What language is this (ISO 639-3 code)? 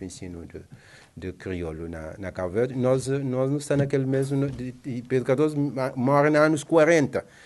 kea